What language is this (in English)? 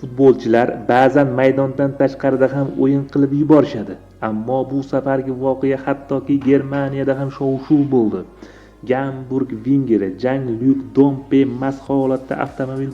Uzbek